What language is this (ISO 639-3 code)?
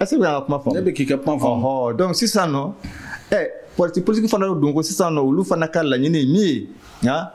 bam